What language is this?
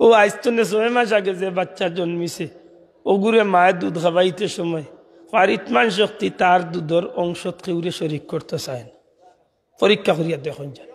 Sylheti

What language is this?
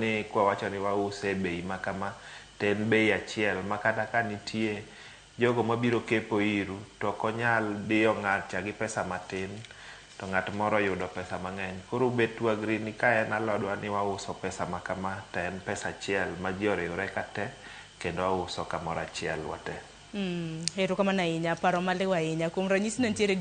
Luo (Kenya and Tanzania)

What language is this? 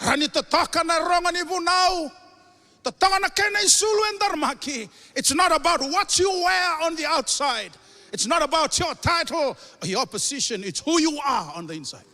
Fijian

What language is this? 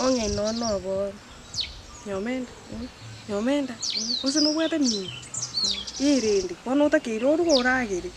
Gusii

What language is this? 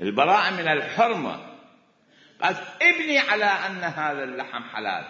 Mesopotamian Arabic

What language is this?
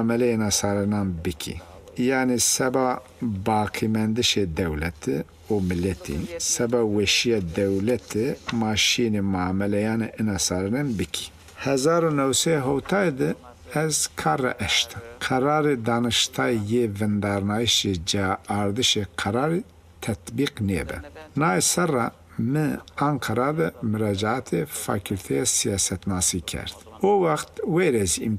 Zaza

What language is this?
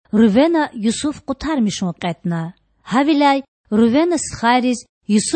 Lezghian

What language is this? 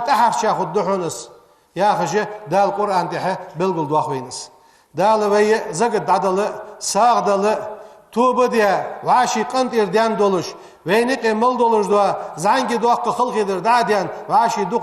Ingush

